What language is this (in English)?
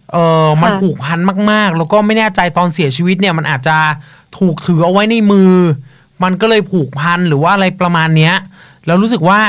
Thai